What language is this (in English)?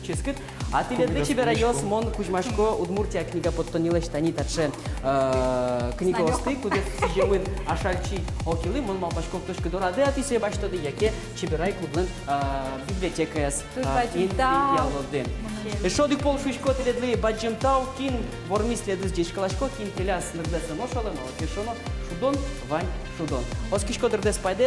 Udmurt